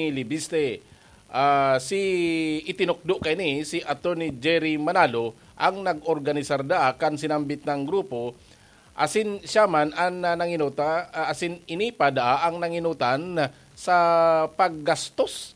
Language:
Bikol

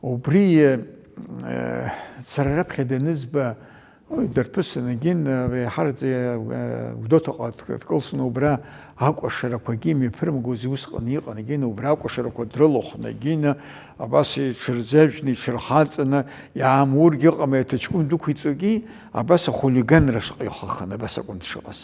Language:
Abkhazian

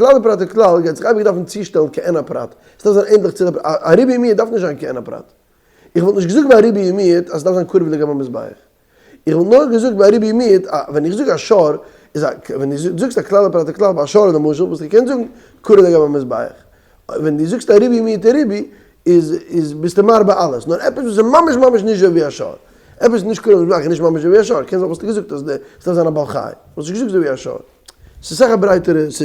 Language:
Yiddish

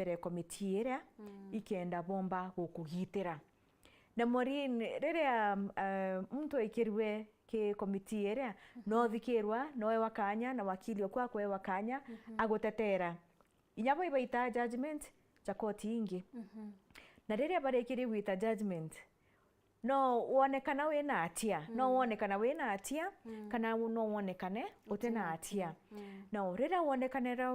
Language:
Meru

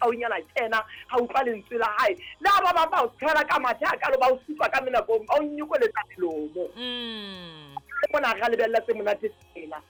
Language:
Southern Sotho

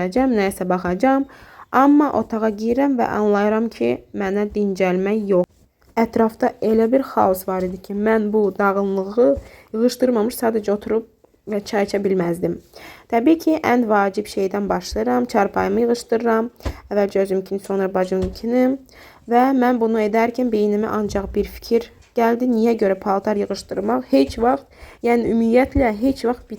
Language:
Azerbaijani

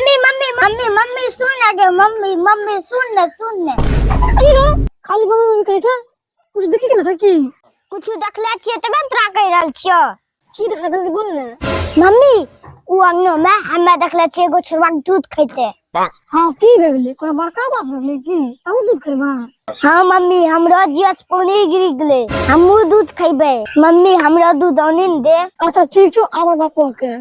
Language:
Angika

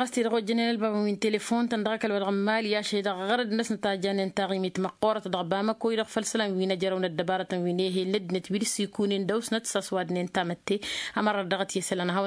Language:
Tamasheq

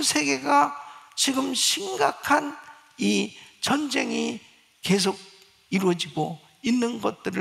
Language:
Korean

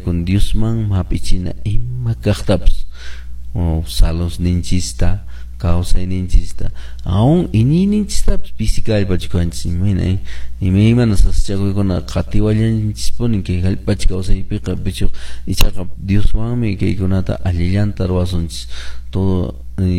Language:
Quechua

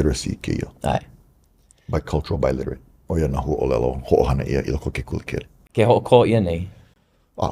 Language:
Hawaiian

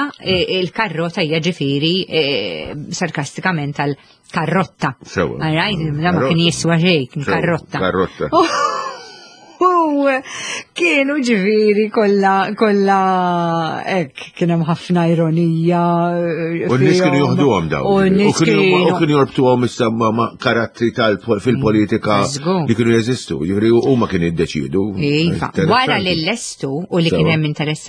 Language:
Maltese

